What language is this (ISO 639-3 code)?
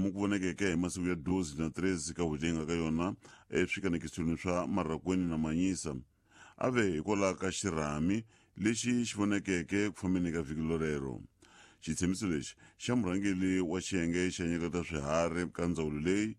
tso